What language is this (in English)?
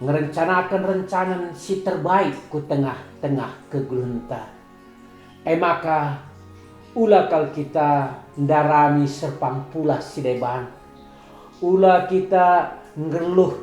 Batak Karo